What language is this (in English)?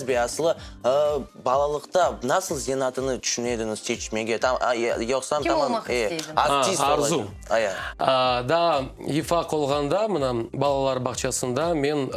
Crimean Tatar